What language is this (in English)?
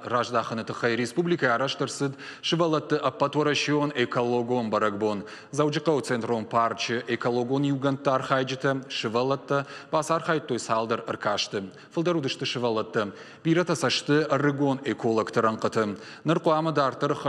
Ossetic